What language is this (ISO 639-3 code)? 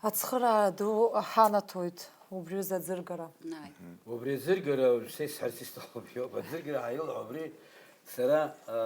abk